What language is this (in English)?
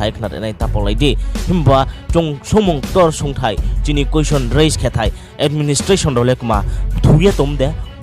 Riang (India)